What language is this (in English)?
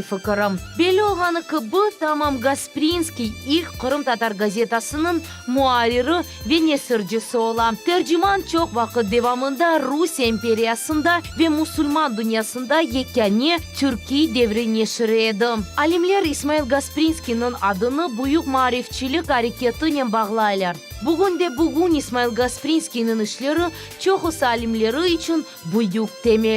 Crimean Tatar